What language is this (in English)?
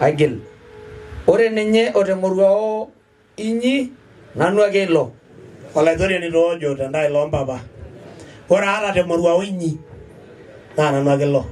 Masai